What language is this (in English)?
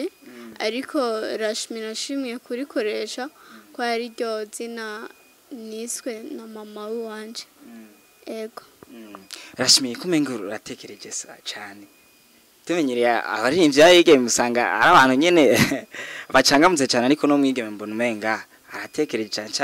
Rundi